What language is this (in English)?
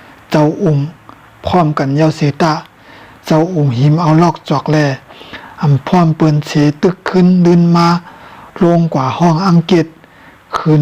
Shan